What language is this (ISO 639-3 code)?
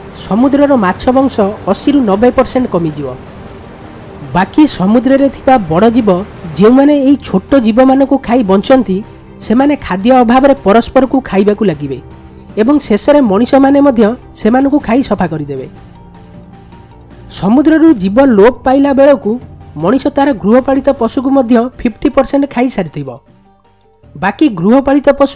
ori